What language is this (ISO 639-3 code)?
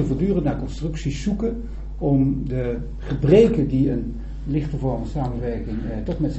nld